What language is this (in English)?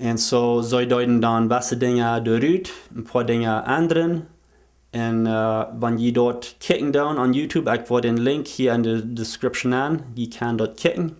Plautdietsch